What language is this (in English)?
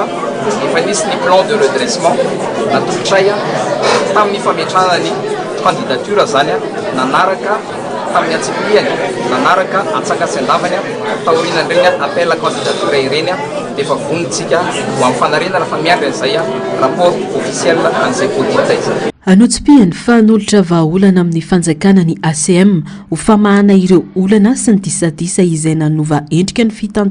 Malagasy